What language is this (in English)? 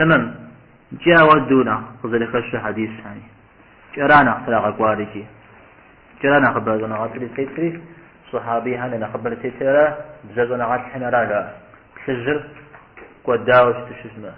Kabardian